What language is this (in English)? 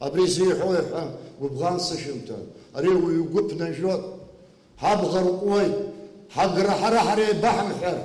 Abkhazian